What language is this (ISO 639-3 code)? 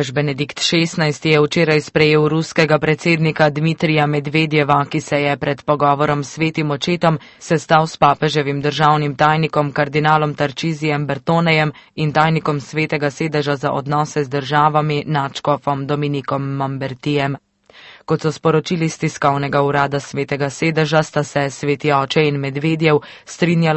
slv